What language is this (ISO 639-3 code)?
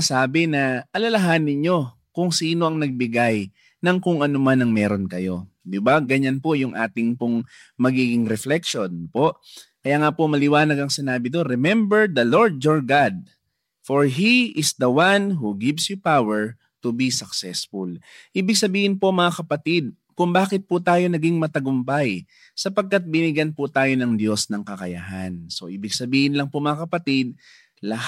fil